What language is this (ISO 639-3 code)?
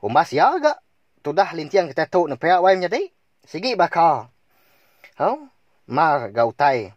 iba